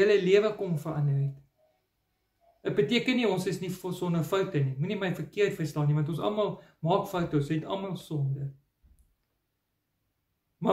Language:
Afrikaans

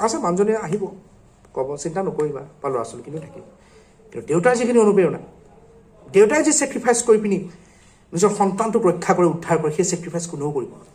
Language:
Assamese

